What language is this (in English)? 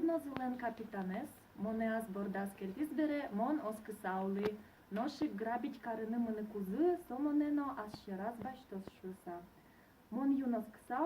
Udmurt